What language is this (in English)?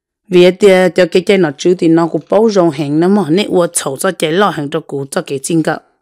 Vietnamese